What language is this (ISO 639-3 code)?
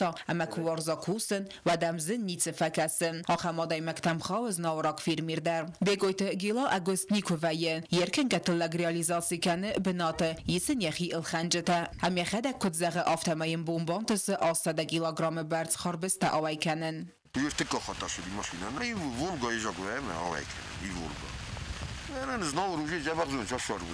oss